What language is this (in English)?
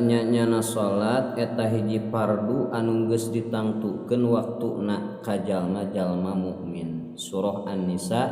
Sundanese